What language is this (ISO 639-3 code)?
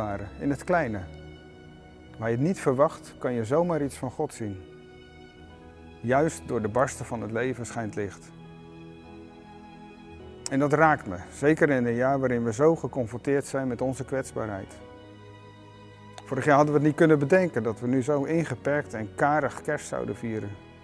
nld